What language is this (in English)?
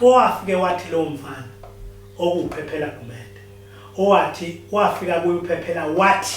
Zulu